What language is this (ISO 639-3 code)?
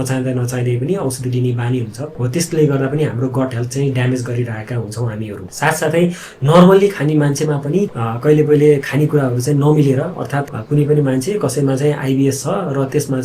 nep